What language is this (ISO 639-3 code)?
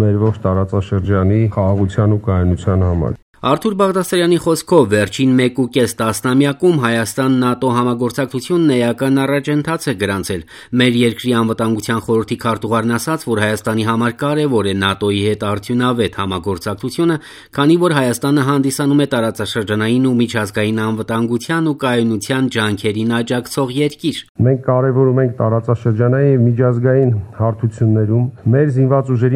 hye